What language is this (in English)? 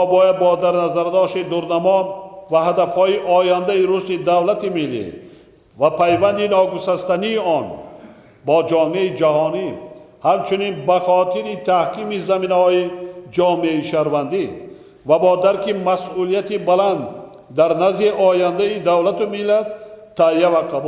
Tajik